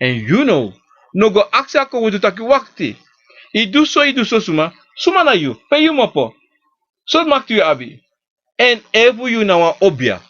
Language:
Sranan Tongo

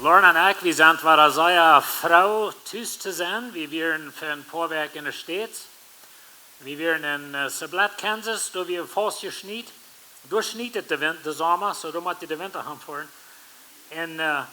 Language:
Plautdietsch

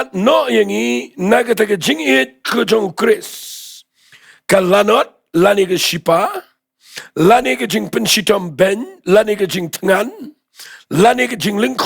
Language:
Khasi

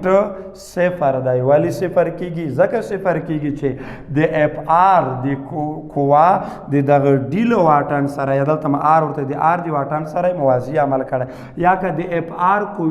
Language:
Pashto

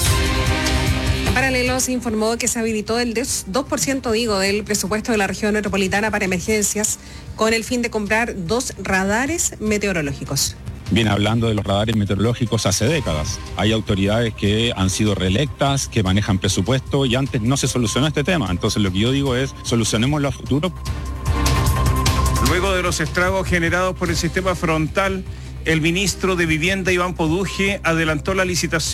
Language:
Spanish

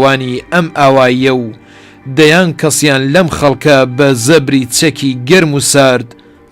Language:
Central Kurdish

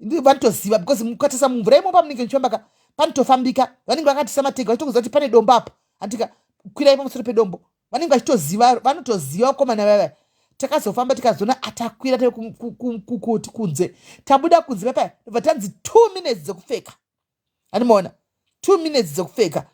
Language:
Shona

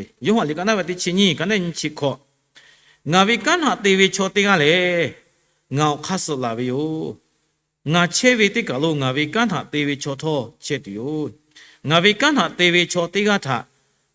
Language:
Lahu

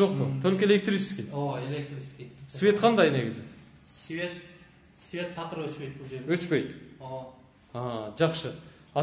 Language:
Kyrgyz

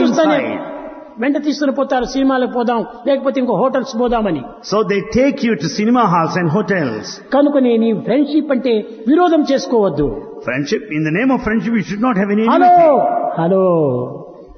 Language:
Telugu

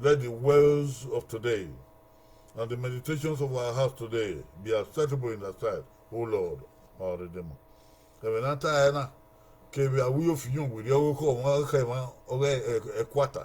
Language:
Bini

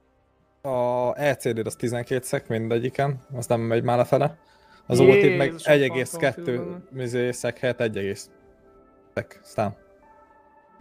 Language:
Hungarian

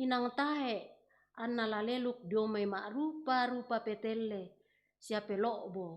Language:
Toraja-Sa'dan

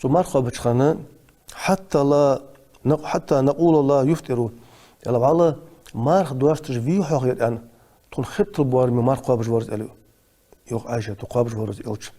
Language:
Ingush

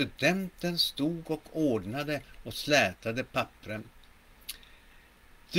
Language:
Swedish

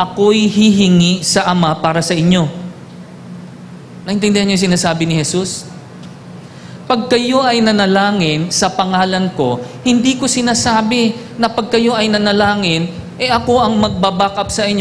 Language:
Filipino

